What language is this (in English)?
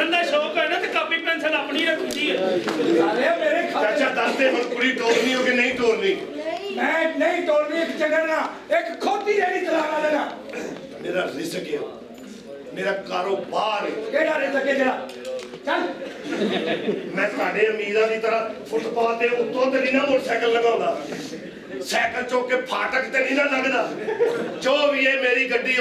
Punjabi